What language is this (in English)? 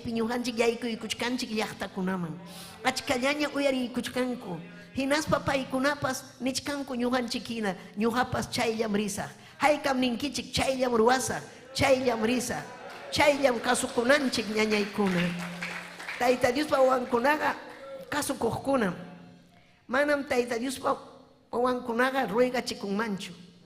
Ayacucho Quechua